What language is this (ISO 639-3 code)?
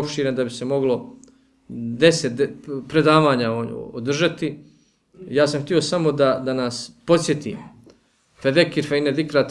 bos